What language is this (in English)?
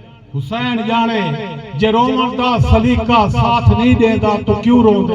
Saraiki